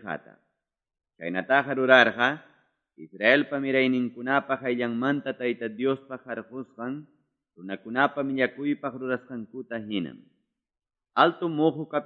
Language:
Quechua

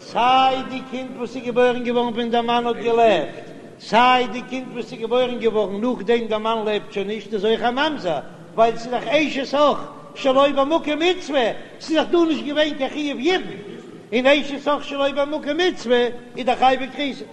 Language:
Yiddish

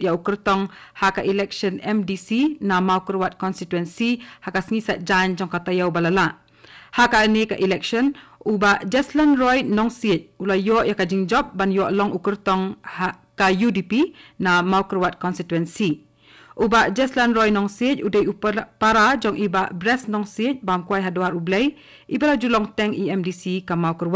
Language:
Khasi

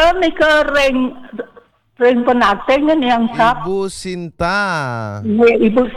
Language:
Balinese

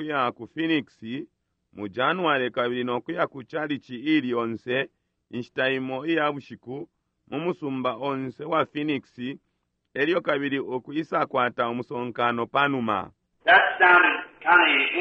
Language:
Bemba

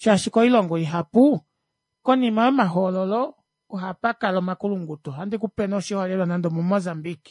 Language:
Kuanyama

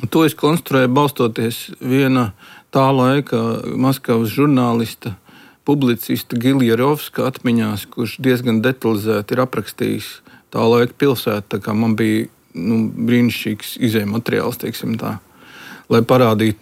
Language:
Latvian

